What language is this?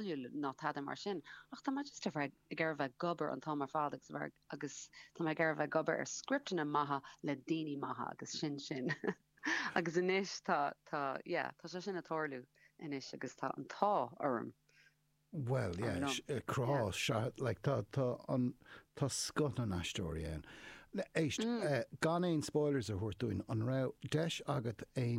Irish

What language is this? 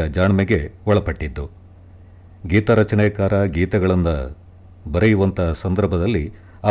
Kannada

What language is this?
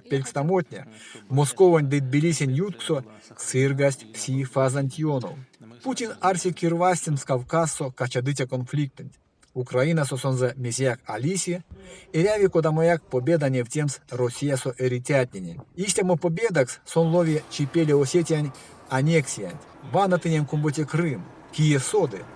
Erzya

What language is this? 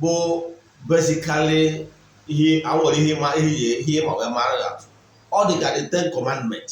Igbo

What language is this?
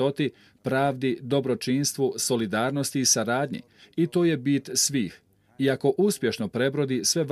Bosnian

